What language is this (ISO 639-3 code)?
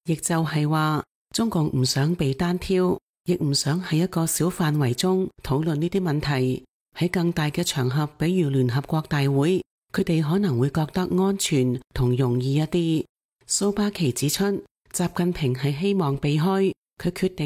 yue